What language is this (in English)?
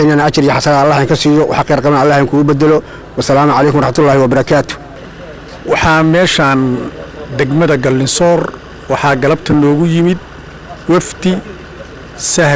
Somali